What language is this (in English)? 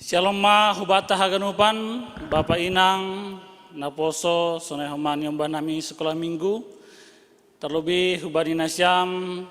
Batak Simalungun